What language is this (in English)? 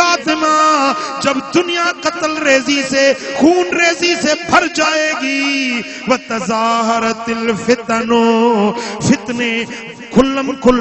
Urdu